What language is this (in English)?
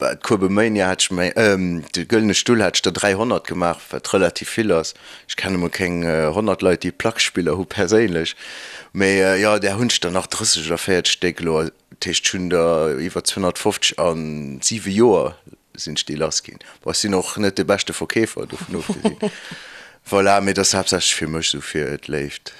Luxembourgish